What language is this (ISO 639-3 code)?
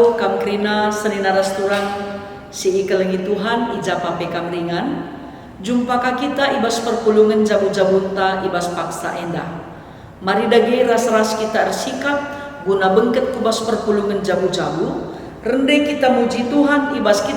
btx